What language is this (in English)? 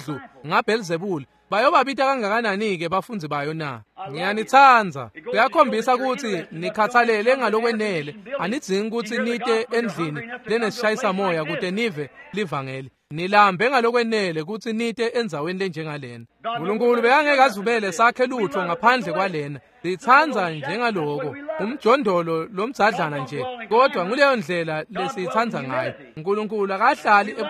Swati